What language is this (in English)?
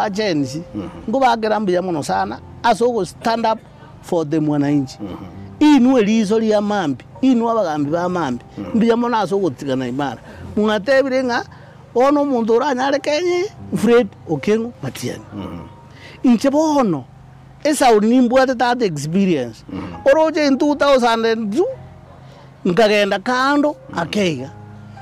Gusii